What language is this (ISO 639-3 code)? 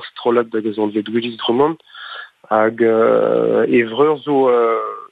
bre